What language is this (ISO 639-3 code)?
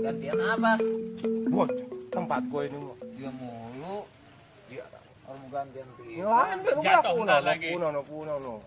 bew